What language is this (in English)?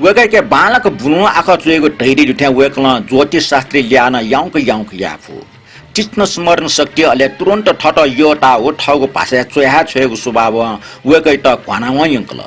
Newari